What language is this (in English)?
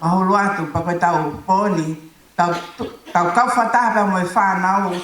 Tongan